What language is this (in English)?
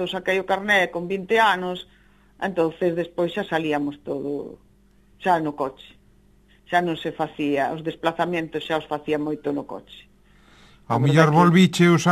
Galician